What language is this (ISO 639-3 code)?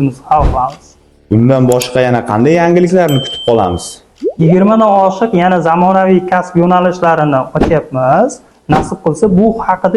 uzb